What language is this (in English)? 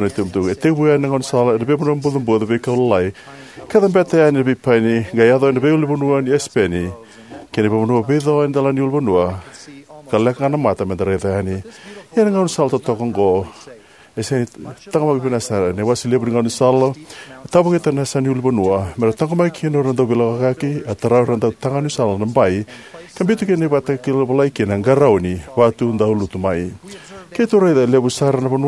Fijian